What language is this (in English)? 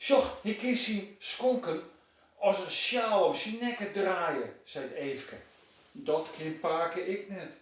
Western Frisian